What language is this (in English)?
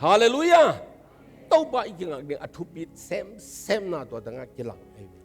Tedim Chin